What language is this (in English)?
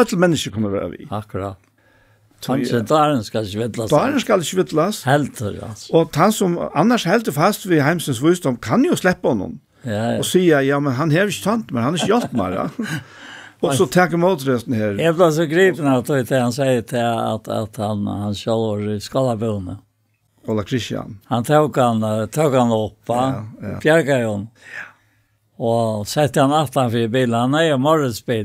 Faroese